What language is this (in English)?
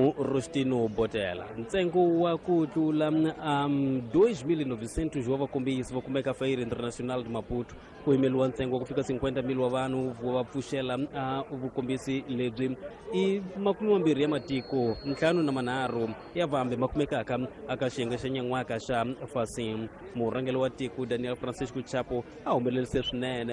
Tsonga